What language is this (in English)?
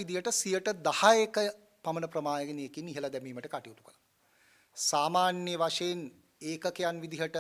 Sinhala